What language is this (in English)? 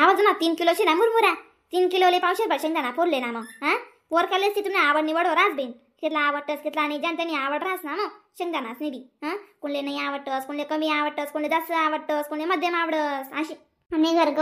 Khandesi